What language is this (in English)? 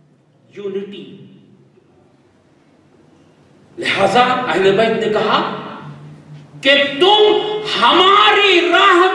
Urdu